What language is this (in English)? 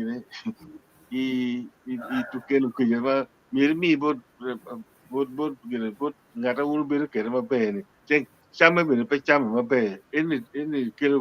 Acoli